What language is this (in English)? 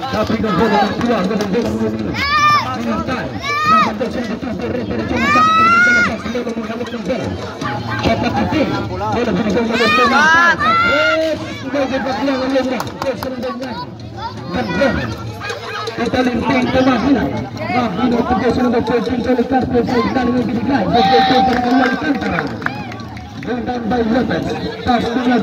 Filipino